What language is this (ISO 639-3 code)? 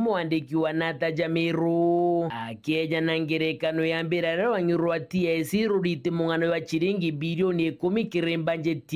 mer